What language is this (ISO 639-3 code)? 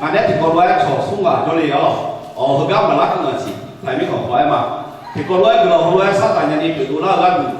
ahk